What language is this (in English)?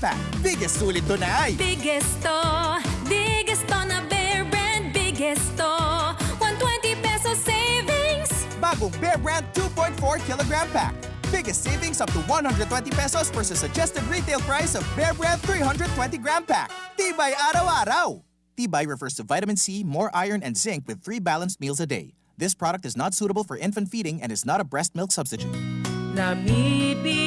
Bikol